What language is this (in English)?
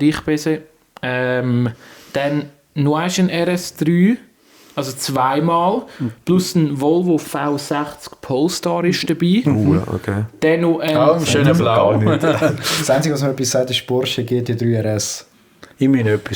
Swiss German